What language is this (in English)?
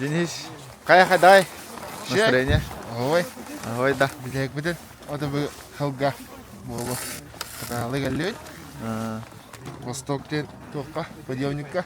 Yakut